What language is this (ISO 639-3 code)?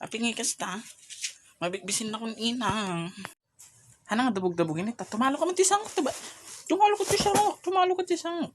ilo